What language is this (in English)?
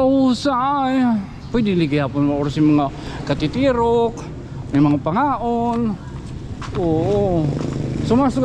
Waray